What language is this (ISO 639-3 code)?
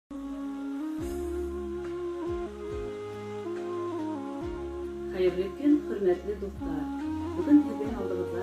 bak